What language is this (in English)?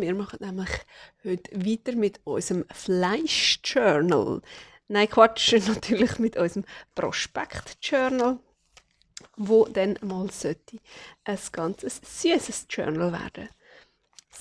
Swiss German